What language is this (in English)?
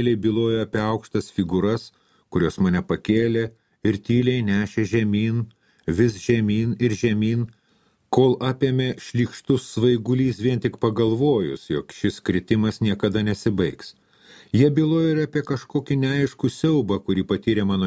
Lithuanian